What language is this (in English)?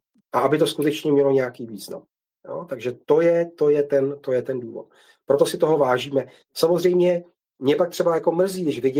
Czech